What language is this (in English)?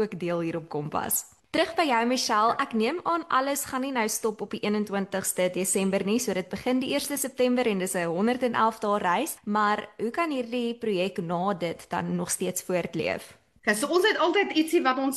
Afrikaans